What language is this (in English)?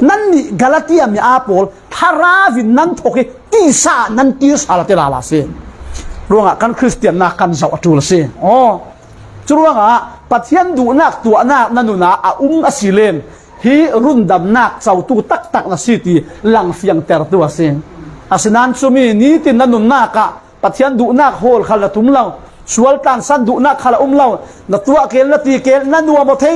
Falam Chin